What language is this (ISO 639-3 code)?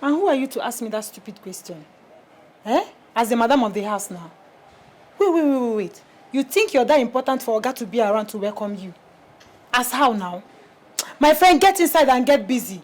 pcm